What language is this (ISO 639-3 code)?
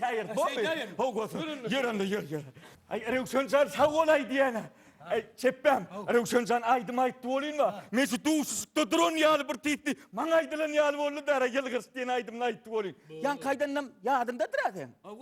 tuk